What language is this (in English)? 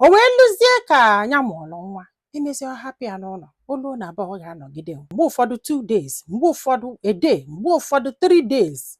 Igbo